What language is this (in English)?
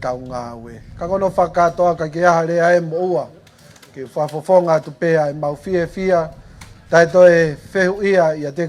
Tongan